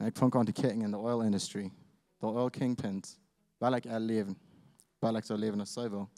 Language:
Plautdietsch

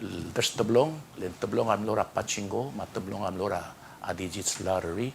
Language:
Palauan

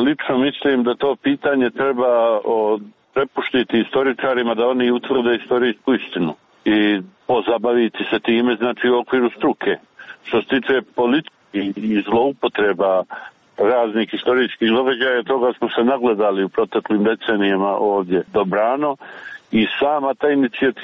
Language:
Serbian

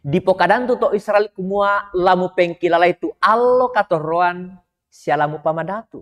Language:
Toraja-Sa'dan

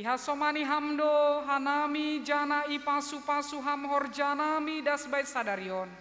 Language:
Batak Simalungun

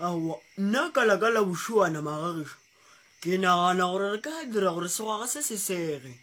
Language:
Northern Sotho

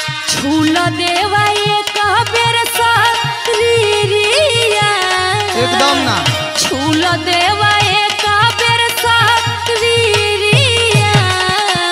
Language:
Bhojpuri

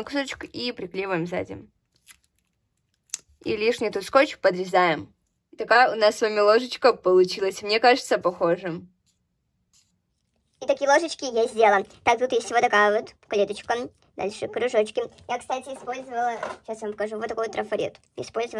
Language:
Russian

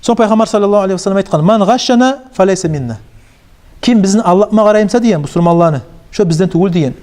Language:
Kumyk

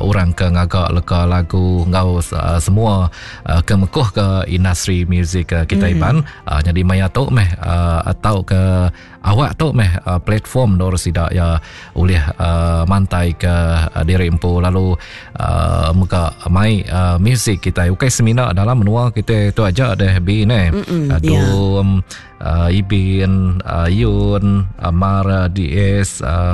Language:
Iban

